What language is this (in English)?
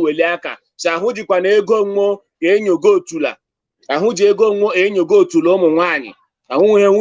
Igbo